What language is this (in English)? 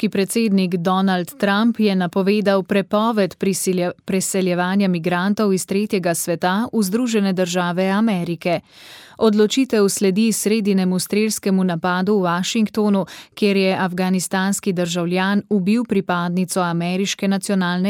Slovenian